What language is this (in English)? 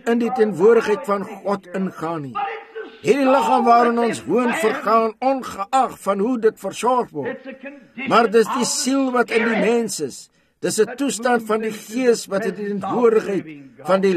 Afrikaans